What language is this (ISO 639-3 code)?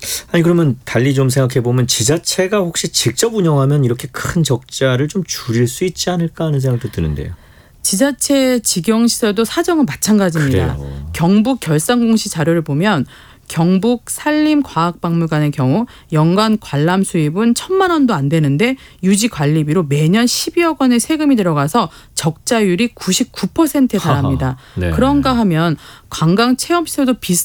kor